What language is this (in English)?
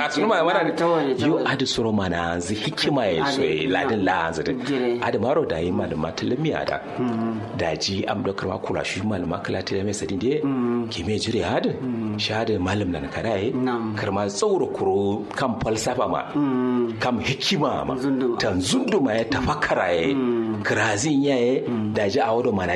Kanuri